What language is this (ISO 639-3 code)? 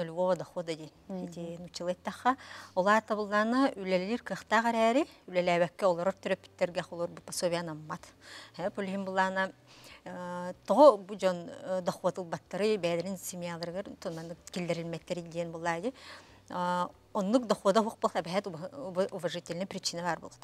sah